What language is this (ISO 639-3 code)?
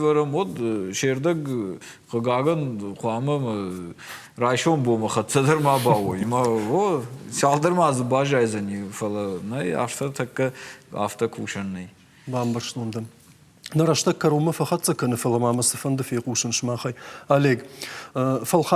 oss